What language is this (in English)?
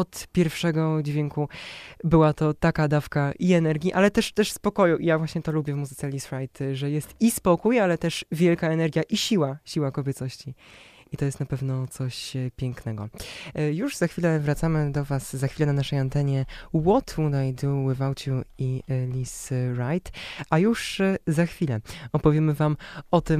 Polish